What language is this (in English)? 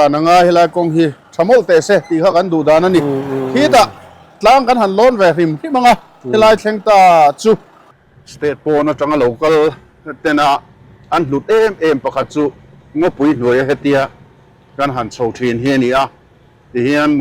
Mizo